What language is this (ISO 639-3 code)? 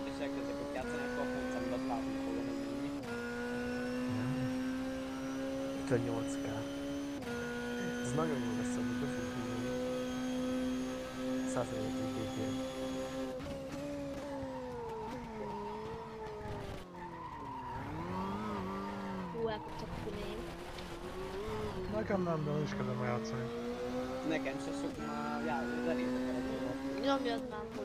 hun